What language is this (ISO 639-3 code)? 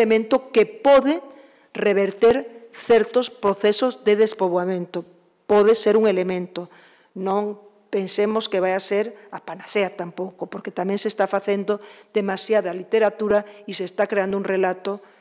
glg